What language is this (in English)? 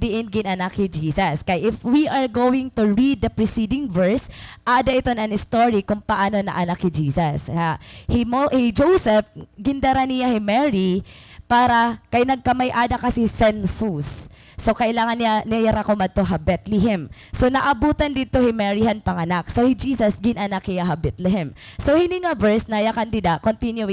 Waray